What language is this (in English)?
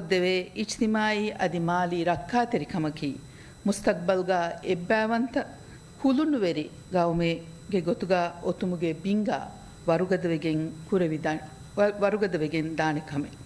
Divehi